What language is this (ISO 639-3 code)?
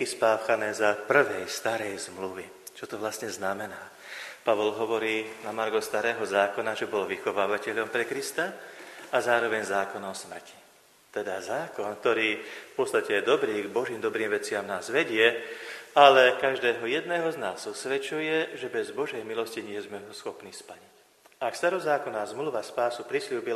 slk